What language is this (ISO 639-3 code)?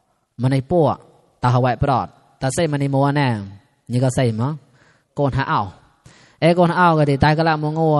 mnw